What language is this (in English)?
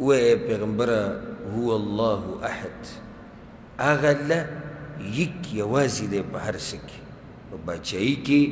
Pashto